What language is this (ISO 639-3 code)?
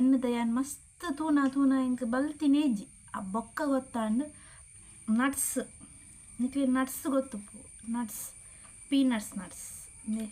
tcy